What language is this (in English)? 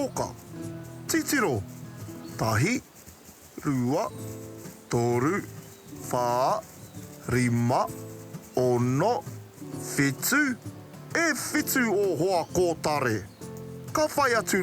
Māori